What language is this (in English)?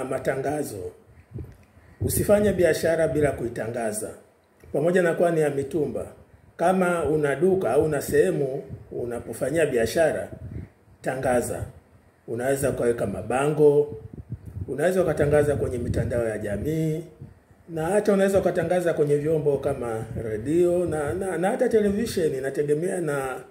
Swahili